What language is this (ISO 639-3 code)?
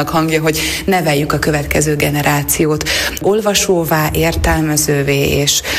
hun